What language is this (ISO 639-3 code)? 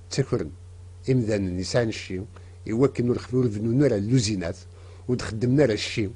kab